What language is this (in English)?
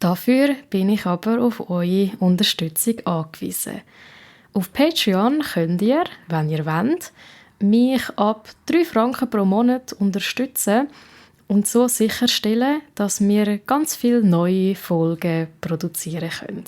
Swiss German